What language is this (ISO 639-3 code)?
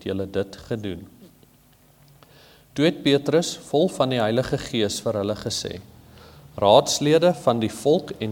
afr